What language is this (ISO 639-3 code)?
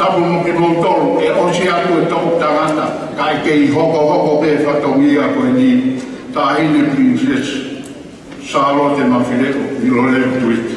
ton